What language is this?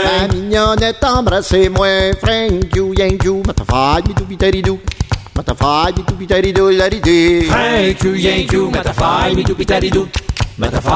French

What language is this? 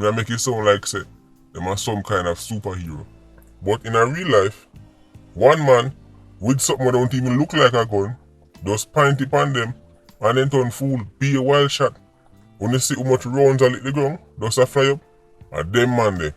Jamaican Creole English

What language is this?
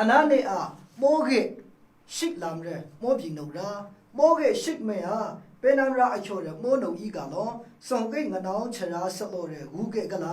Maru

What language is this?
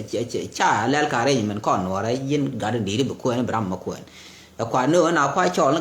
Nuer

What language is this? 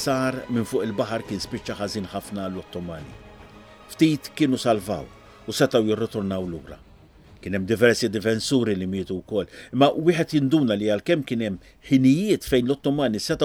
Maltese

